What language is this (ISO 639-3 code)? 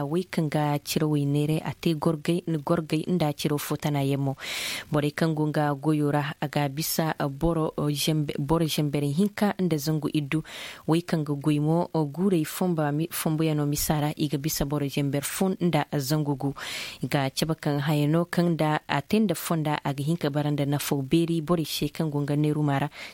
dje